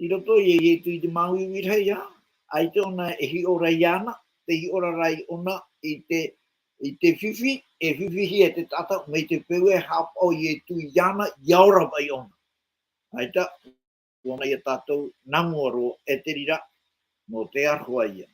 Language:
Tahitian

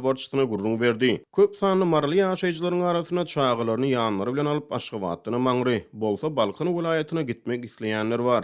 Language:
Turkmen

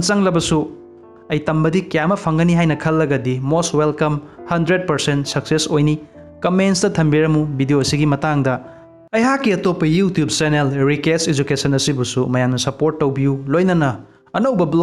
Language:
Manipuri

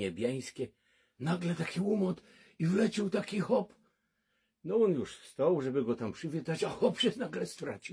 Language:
Silesian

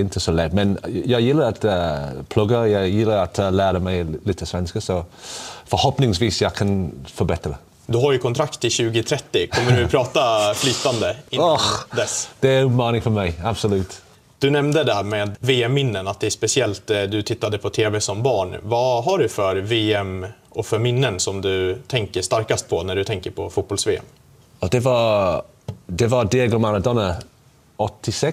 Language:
Swedish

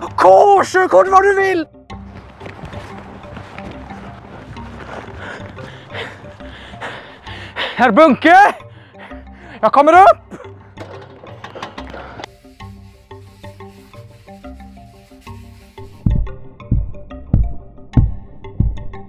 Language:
Swedish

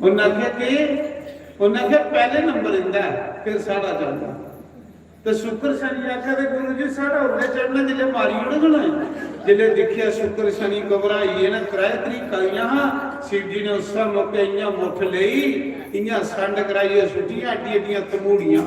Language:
Dogri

